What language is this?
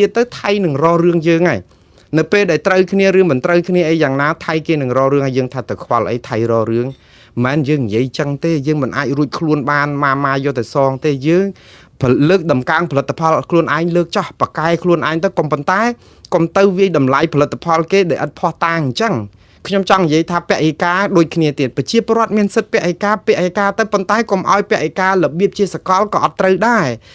Khmer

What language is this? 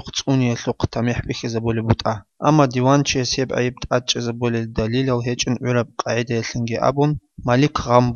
Avaric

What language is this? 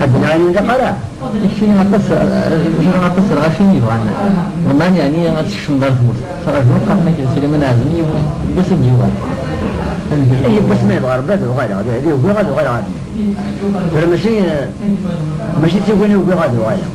Kabyle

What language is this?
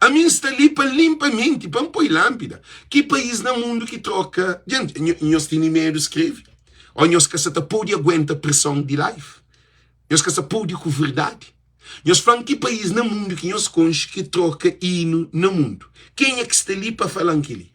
Kabuverdianu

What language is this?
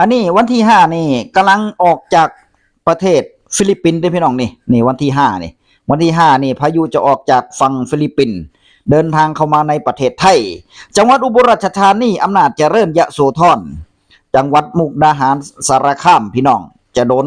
Northeastern Thai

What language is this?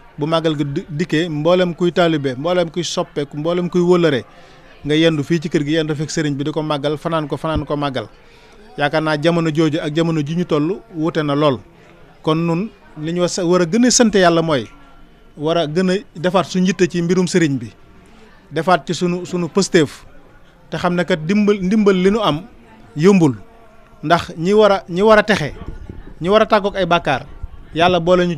Wolof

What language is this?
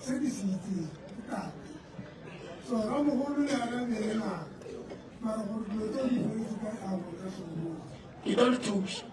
Northern Sotho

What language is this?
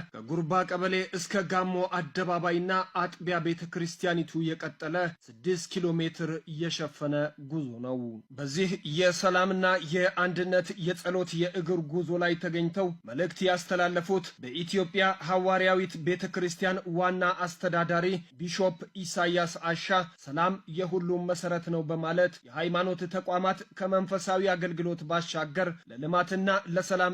Amharic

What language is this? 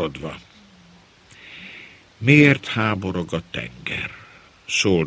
Hungarian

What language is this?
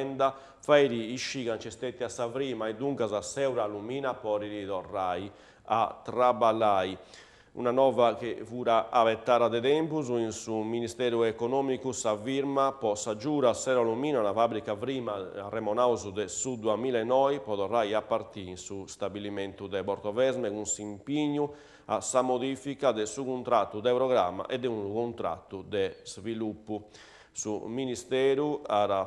Sardinian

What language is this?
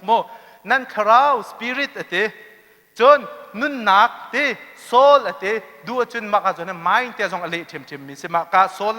Hakha Chin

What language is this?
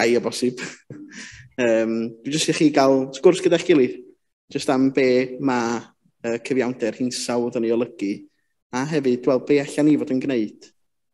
Welsh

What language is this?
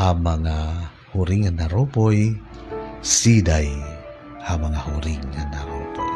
Waray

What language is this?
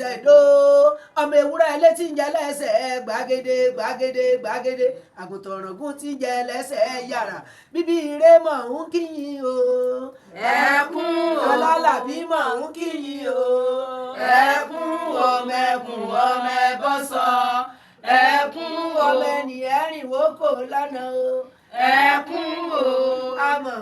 Yoruba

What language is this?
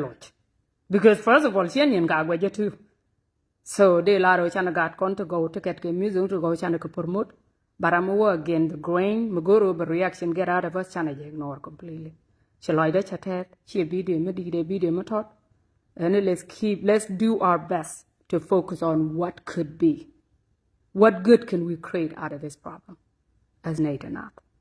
Nuer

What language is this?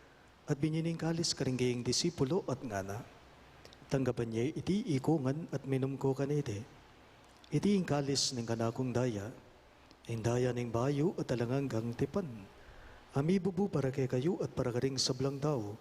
Pampanga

